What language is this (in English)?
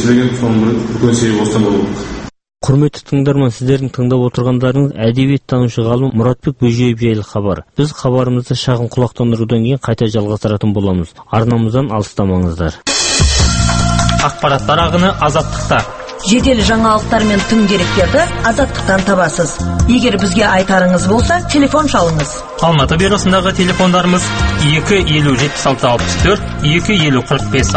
Kazakh